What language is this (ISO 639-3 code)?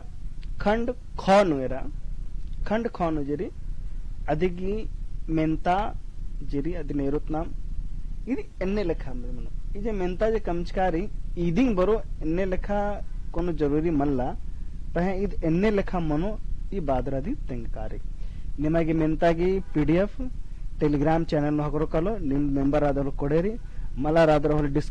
kru